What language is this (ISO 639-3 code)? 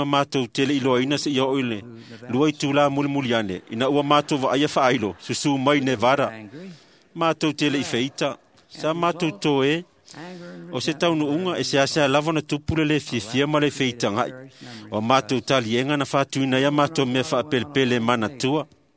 smo